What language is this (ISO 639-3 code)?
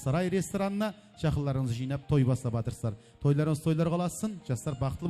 kaa